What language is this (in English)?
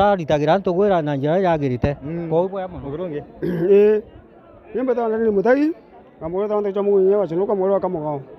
Meru